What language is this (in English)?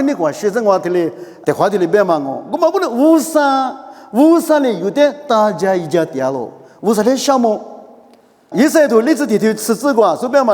Lisu